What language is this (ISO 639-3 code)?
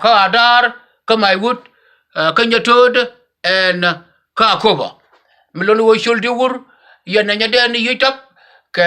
nus